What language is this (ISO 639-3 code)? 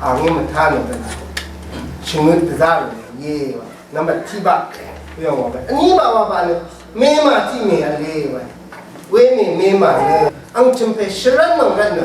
raw